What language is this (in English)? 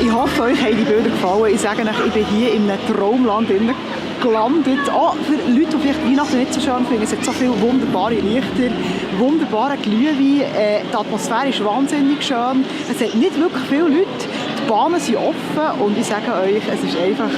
Swiss German